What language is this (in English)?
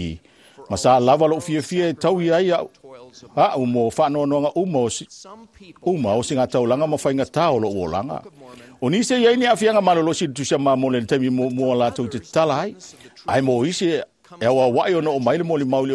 Samoan